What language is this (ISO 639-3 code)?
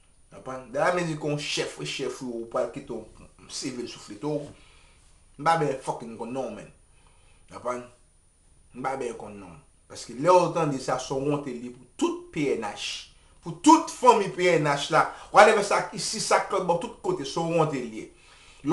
hat